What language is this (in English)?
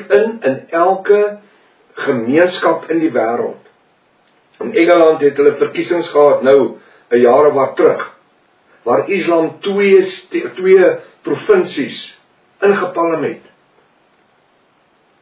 Afrikaans